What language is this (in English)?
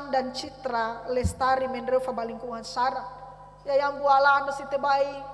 Nias